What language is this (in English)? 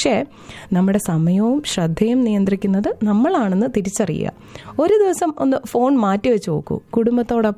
Malayalam